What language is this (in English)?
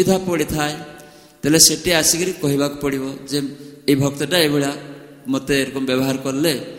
Odia